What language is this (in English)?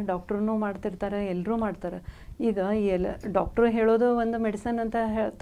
Kannada